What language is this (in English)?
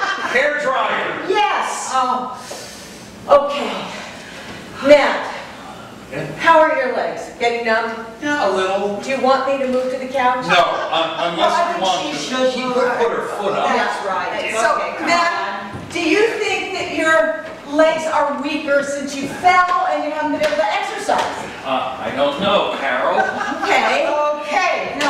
English